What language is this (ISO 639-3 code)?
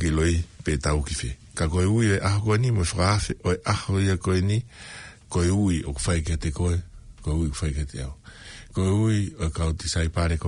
ton